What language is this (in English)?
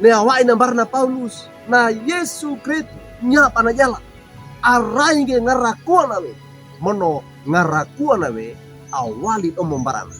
Wejewa